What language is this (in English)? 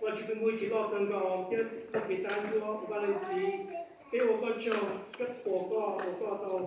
Hmong